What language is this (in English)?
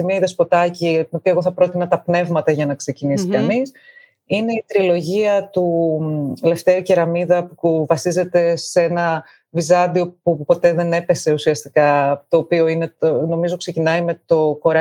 Greek